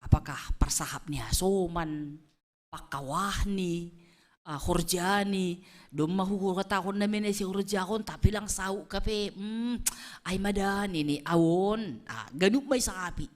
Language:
Batak Simalungun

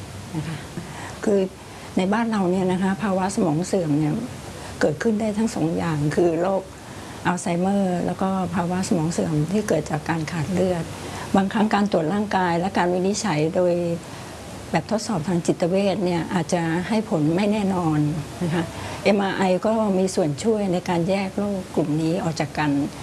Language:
Thai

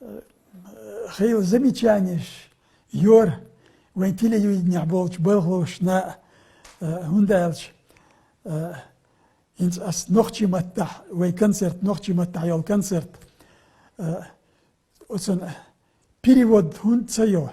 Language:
Chechen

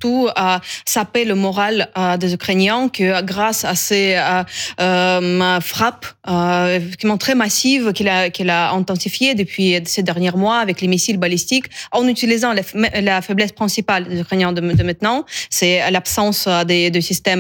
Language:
French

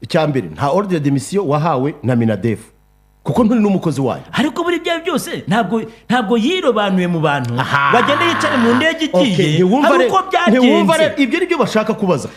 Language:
Kinyarwanda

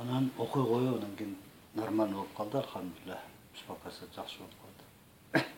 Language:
Kyrgyz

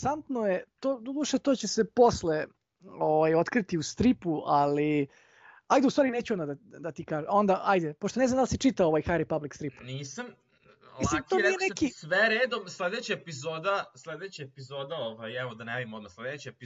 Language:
Serbian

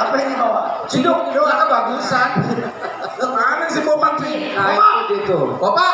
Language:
Betawi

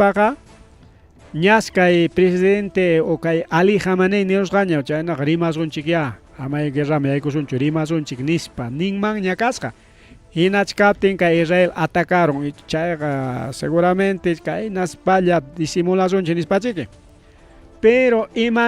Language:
Ayacucho Quechua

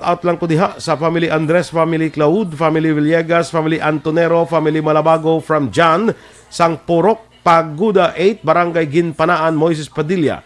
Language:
Hiligaynon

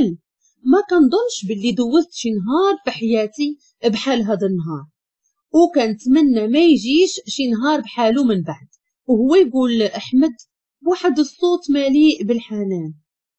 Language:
Moroccan Arabic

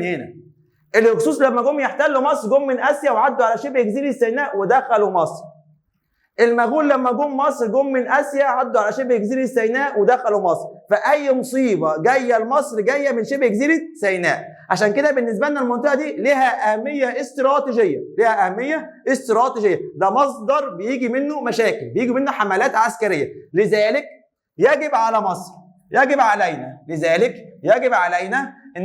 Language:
Egyptian Arabic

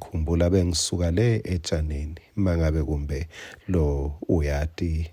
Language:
Swati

